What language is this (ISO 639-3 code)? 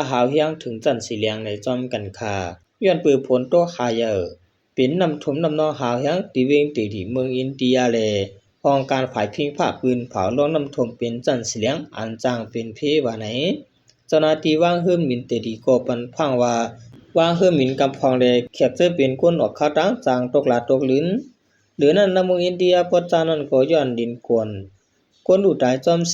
shn